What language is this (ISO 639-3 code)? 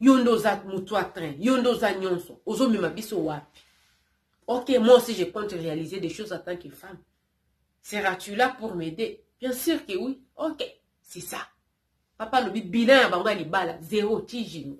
lin